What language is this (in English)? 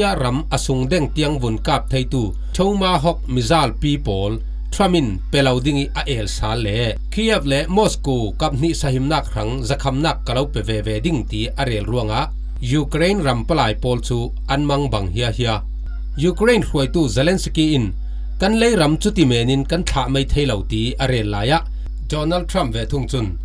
Falam Chin